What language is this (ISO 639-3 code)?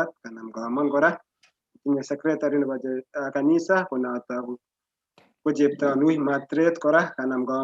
kln